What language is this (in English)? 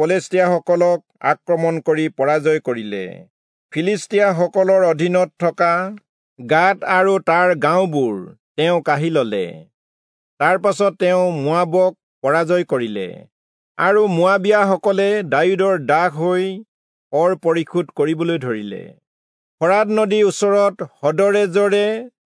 Assamese